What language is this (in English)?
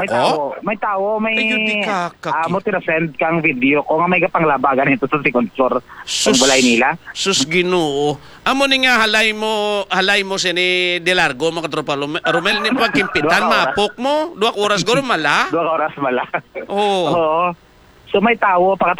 Hiligaynon